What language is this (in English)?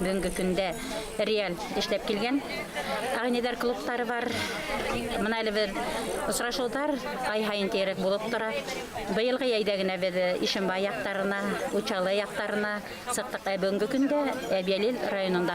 Bashkir